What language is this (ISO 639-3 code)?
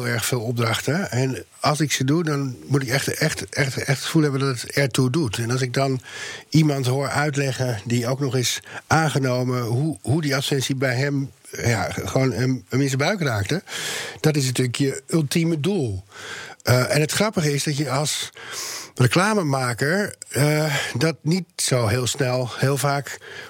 nld